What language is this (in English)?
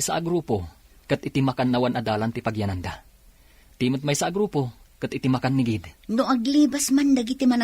Iloko